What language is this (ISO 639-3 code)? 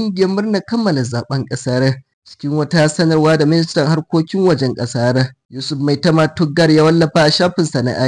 hau